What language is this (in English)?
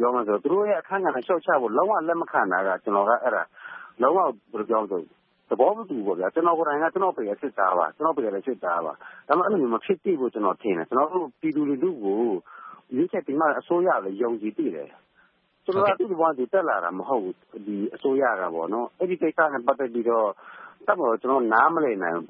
Burmese